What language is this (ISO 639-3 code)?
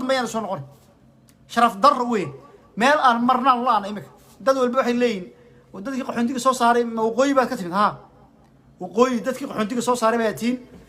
som